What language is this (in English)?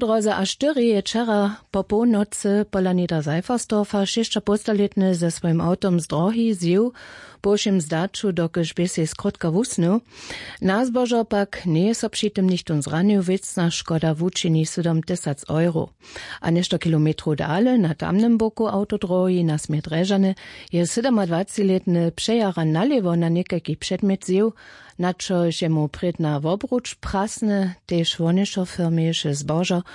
Upper Sorbian